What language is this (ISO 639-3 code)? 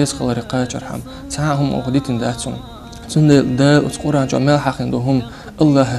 che